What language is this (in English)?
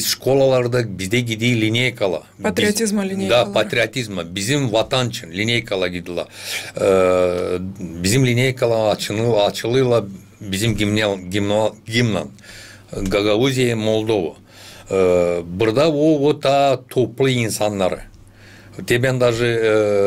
Gagauz